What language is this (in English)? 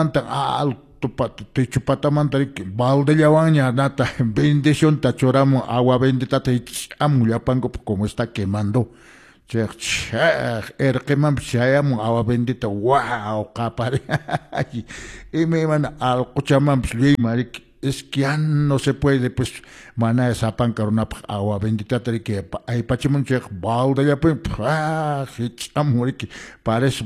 Quechua